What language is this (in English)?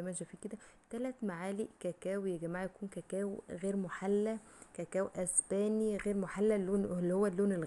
Egyptian Arabic